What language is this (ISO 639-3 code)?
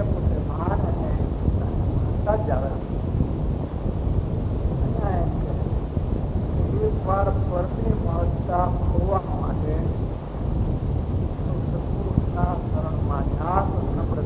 guj